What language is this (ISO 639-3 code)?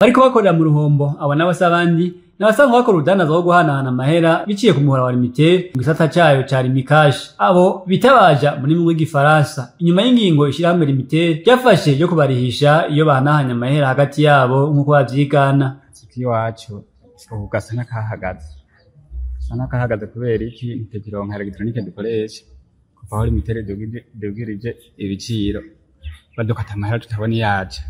run